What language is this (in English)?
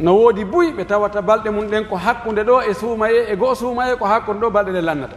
Pular